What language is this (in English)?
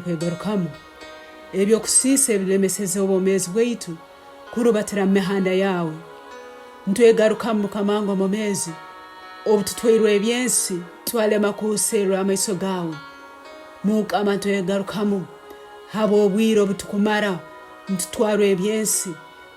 Tooro